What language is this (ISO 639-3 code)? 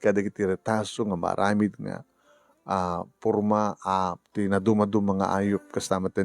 ilo